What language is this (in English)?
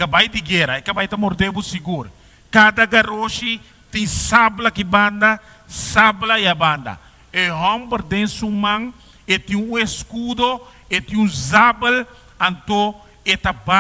Papiamento